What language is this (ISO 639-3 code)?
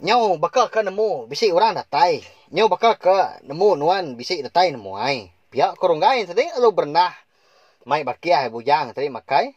iba